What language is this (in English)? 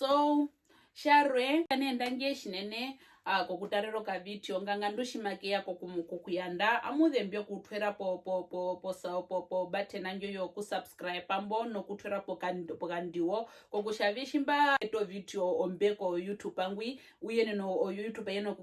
Herero